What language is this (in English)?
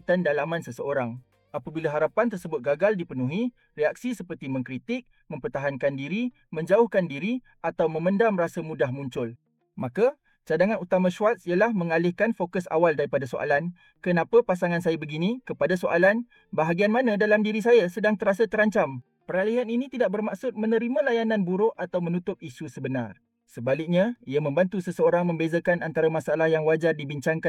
Malay